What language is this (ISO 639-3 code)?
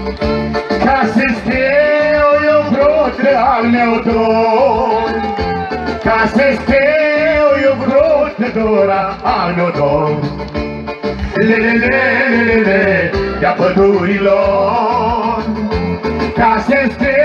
ron